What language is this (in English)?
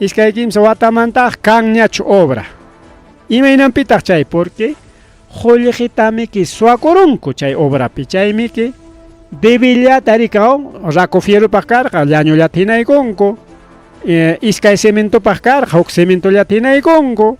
Ayacucho Quechua